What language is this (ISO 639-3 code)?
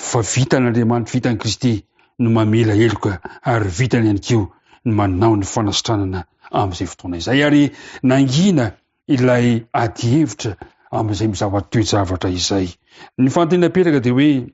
mlg